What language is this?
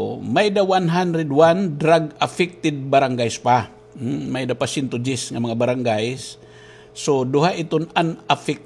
Waray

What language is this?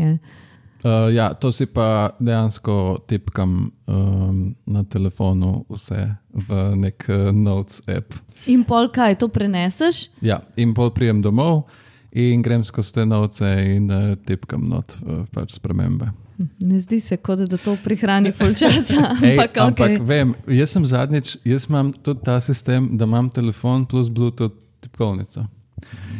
Slovenian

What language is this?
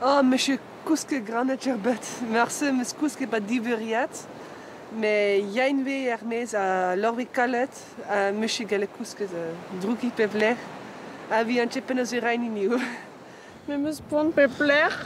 Breton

